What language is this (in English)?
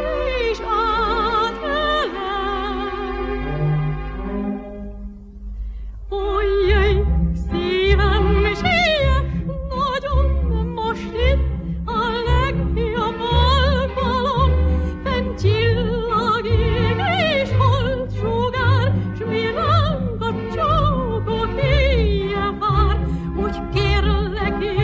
Hungarian